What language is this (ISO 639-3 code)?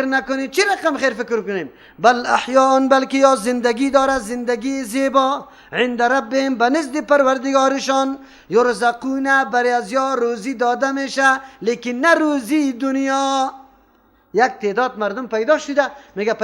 fas